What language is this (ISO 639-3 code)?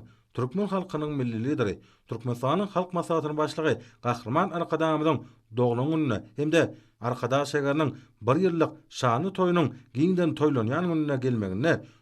tuk